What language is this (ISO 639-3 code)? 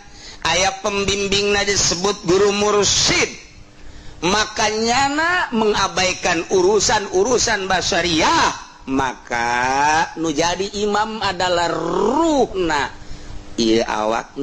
sun